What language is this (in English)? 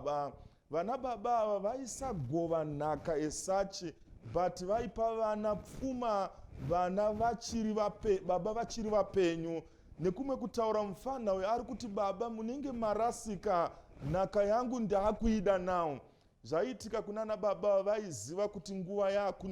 Shona